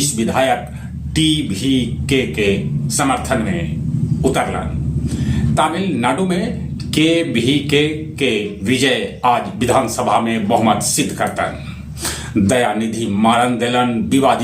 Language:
Magahi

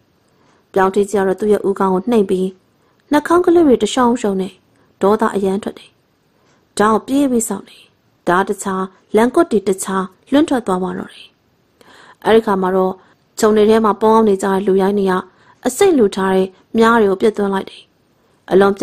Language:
Burmese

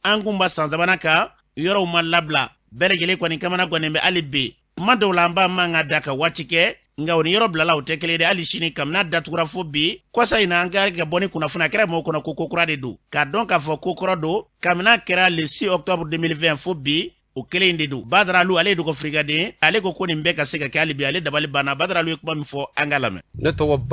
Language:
Bambara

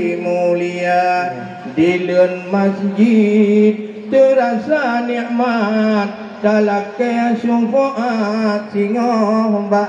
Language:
Achinese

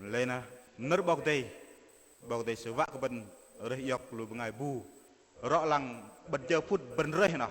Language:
Bahnar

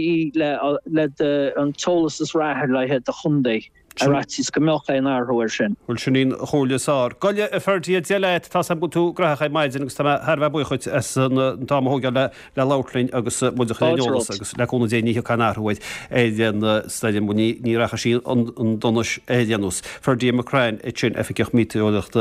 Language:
Irish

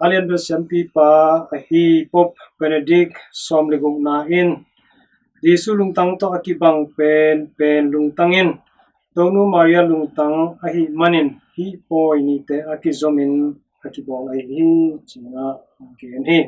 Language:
Tedim Chin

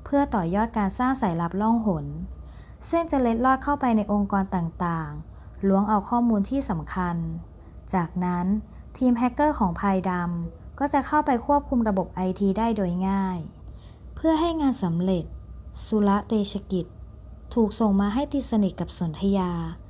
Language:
Lao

